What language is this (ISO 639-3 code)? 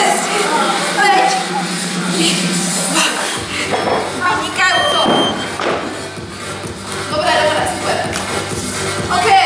slk